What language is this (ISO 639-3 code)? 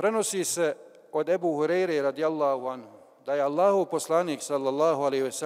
bos